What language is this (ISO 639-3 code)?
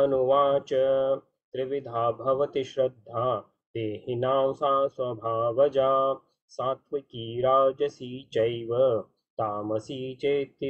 san